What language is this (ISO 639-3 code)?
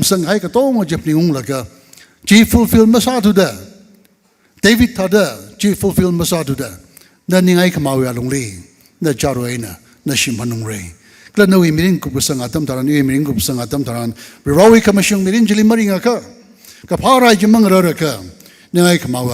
nmf